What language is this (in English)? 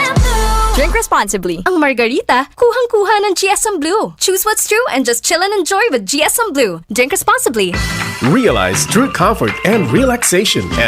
Bikol